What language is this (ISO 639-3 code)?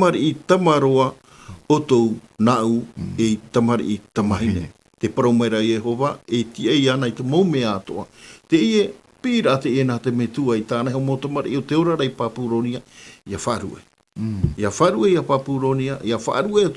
tah